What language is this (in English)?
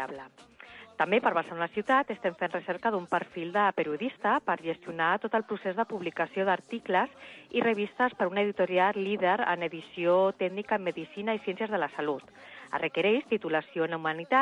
Catalan